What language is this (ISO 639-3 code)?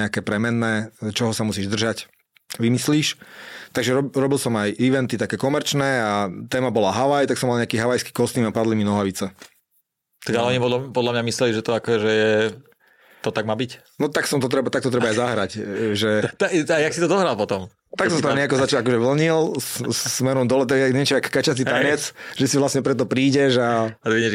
slk